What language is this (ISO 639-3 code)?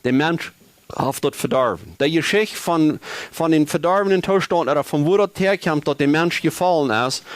pdt